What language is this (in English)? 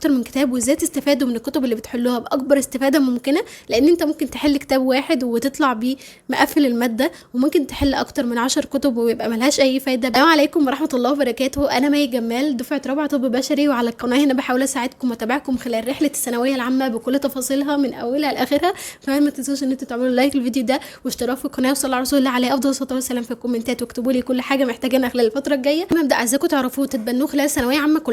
Egyptian Arabic